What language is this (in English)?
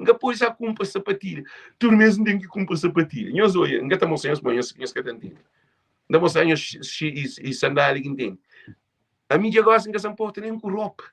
Kabuverdianu